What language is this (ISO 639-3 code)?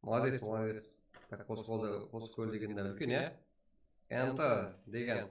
kaa